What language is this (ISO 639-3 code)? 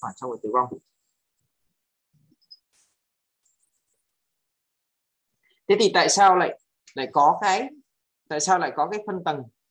vie